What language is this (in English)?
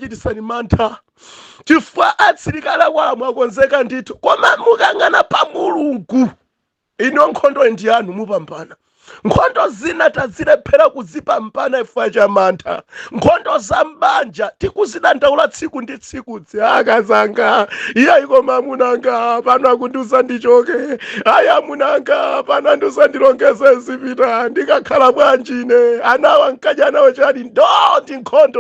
Nyanja